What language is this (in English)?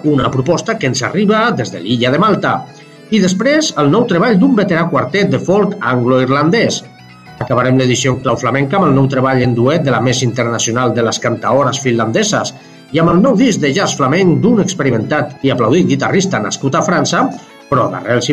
Catalan